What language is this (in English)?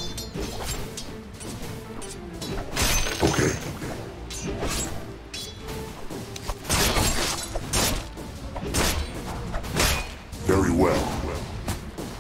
English